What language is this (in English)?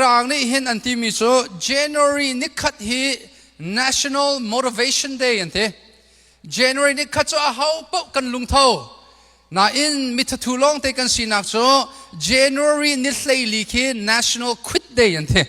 Hakha Chin